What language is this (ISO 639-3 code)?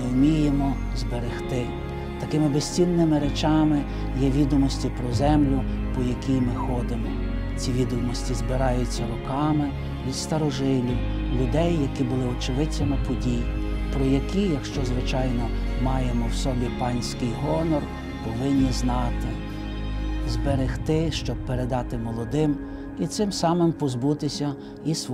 ukr